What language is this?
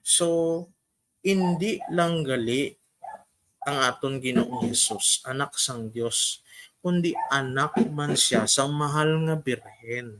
Hiligaynon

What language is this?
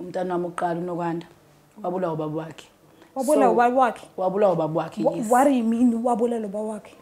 Zulu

